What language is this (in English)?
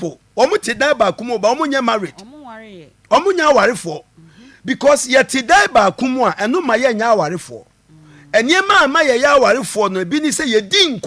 Akan